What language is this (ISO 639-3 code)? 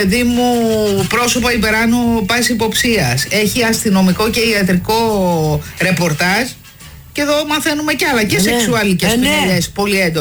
ell